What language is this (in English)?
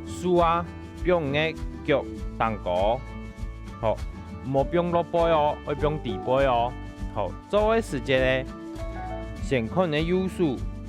Hakka Chinese